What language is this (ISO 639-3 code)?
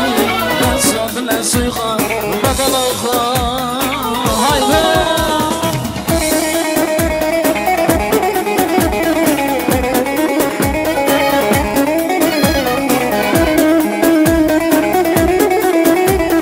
tur